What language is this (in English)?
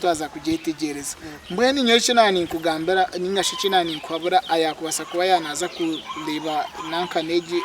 Nyankole